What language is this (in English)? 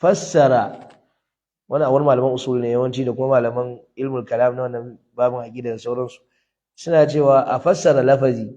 Hausa